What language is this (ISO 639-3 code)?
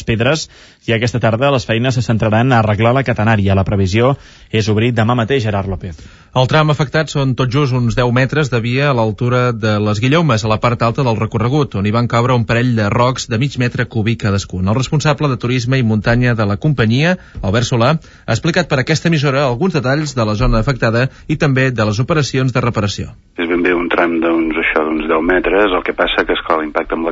cat